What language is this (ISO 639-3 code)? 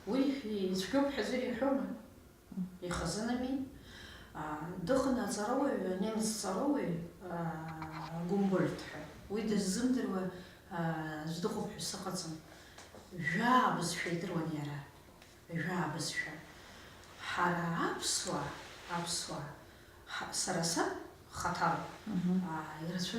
abk